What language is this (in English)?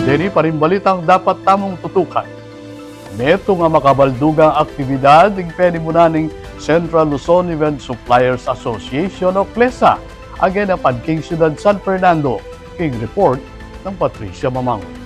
Pampanga